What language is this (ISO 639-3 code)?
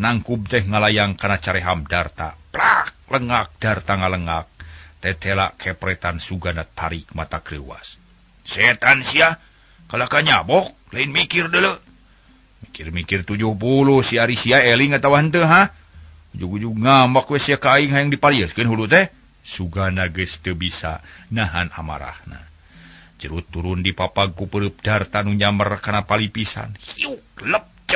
sun